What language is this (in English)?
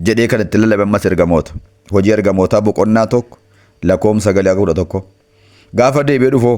Oromo